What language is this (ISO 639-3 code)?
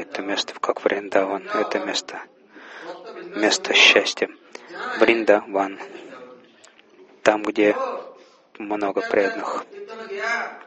rus